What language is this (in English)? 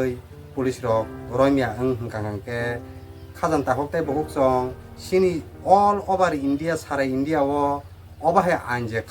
Kok Borok